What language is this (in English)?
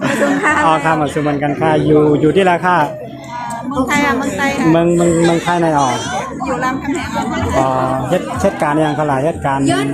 Shan